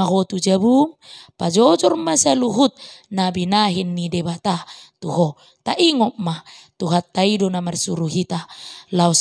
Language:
Batak Toba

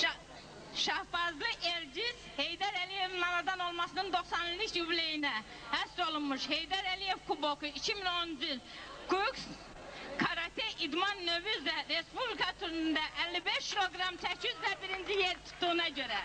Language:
Azerbaijani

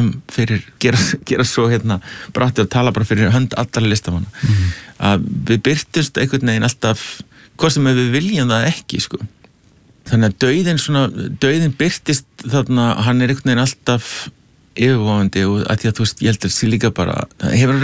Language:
Icelandic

